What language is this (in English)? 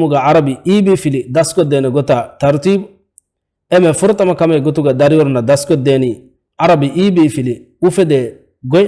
Divehi